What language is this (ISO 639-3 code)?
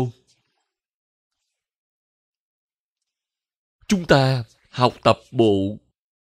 vie